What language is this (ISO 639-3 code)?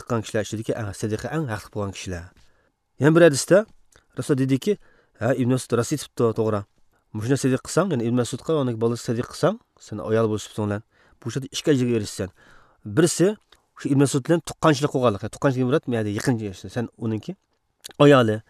uig